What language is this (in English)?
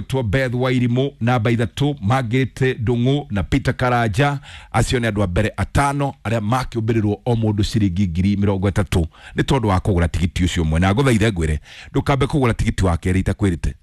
Kikuyu